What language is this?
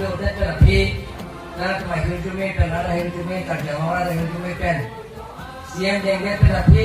Karbi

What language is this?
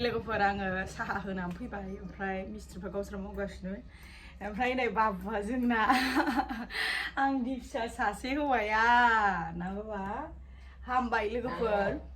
Bodo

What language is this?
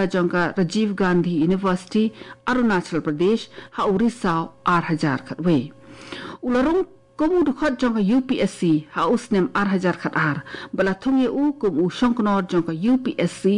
Khasi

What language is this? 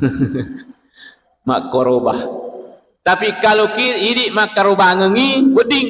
Buginese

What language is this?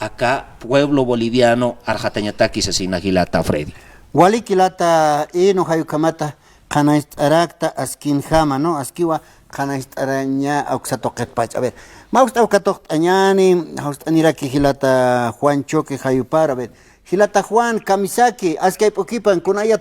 Aymara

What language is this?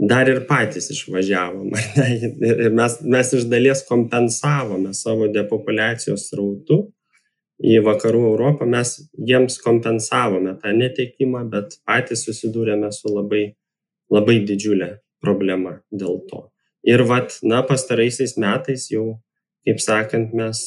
Lithuanian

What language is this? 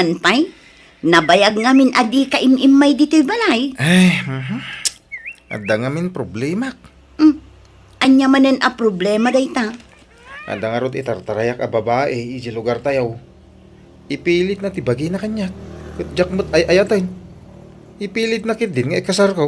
Iloko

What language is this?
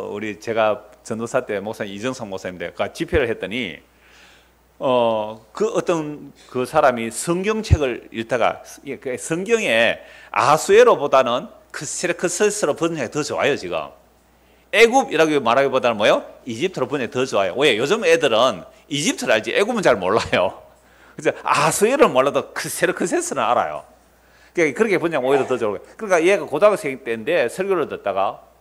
Korean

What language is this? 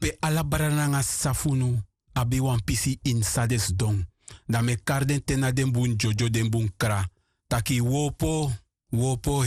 Sranan Tongo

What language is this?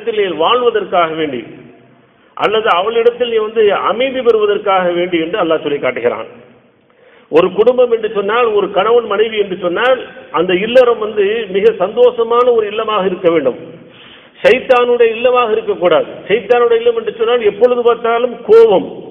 Tamil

